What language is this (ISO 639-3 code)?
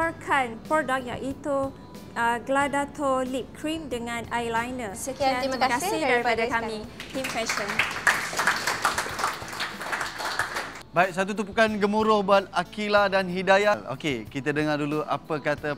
msa